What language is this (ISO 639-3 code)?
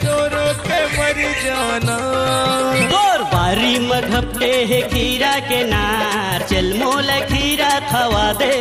hne